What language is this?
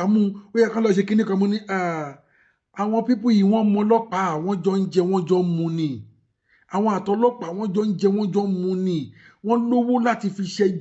Yoruba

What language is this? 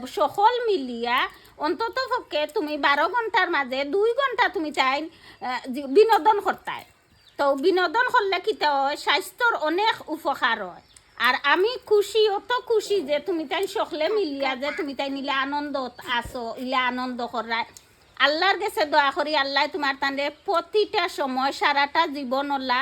Sylheti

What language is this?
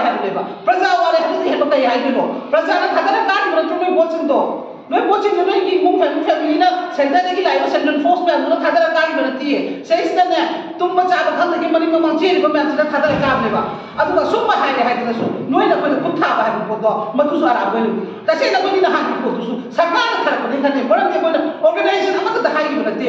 Manipuri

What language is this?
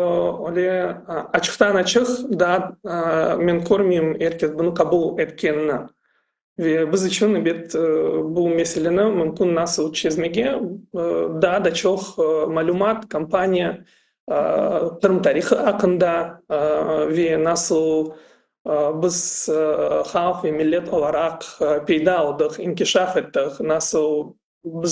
Crimean Tatar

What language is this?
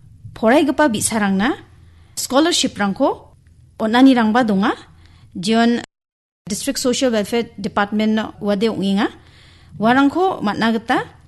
Garo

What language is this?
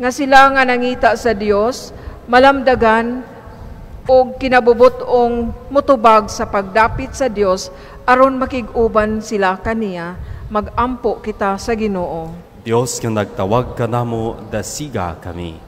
Cebuano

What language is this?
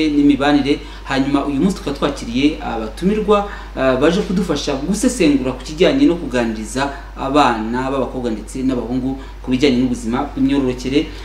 Kinyarwanda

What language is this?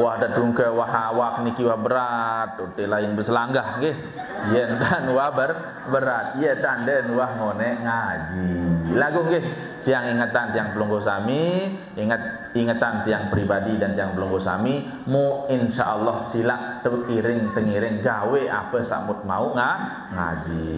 Sasak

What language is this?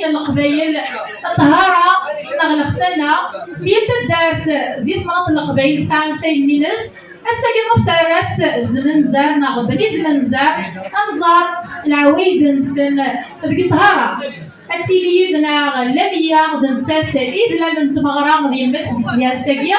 Kabyle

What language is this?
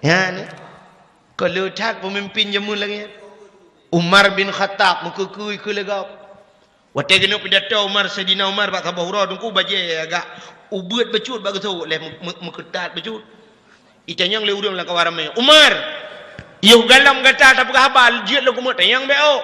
Achinese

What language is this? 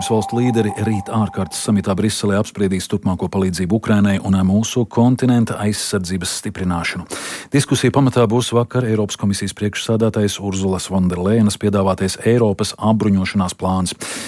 Latvian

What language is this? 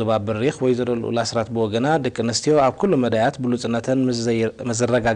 Tigrinya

